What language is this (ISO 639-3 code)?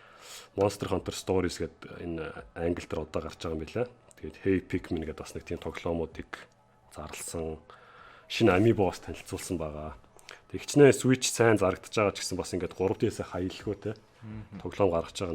mon